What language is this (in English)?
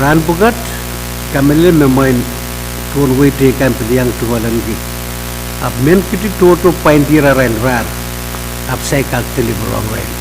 Pohnpeian